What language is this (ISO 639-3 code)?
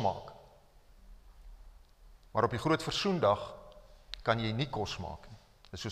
afr